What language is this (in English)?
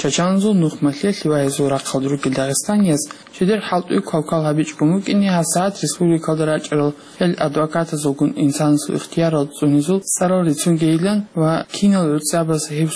Avaric